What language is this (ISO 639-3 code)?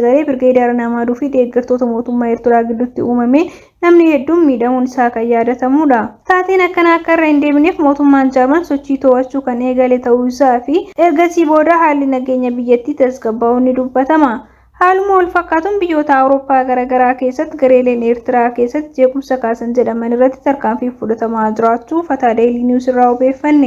orm